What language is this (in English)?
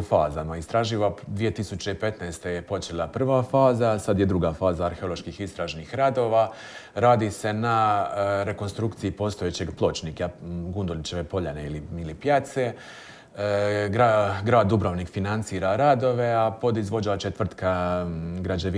Croatian